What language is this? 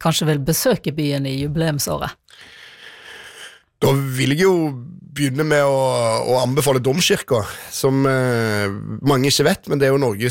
Norwegian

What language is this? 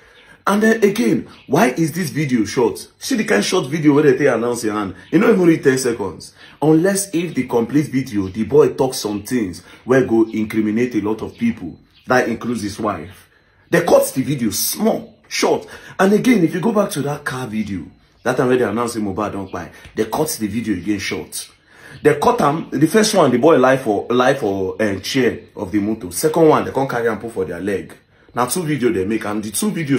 Nigerian Pidgin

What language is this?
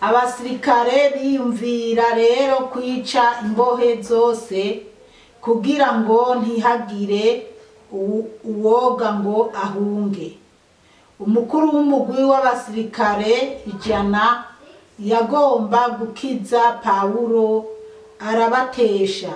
Rundi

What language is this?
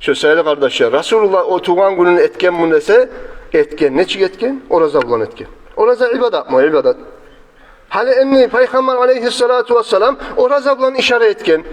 Kumyk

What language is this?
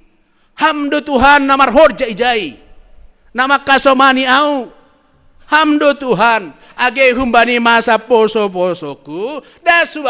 Batak Simalungun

